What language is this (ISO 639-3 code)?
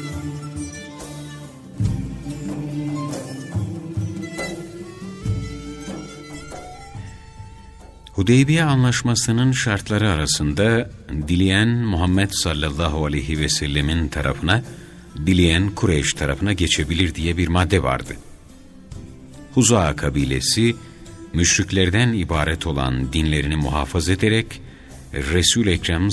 tur